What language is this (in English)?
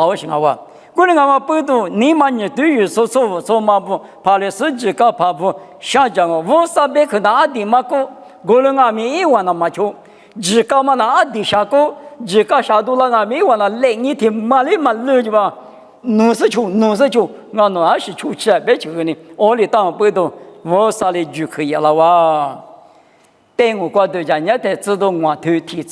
Lisu